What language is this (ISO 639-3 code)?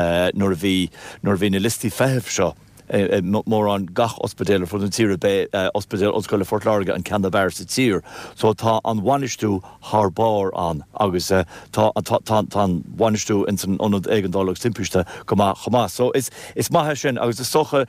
gle